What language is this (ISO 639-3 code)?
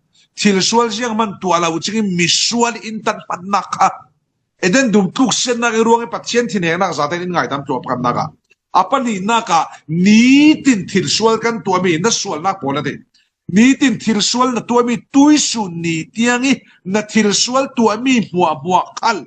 cfm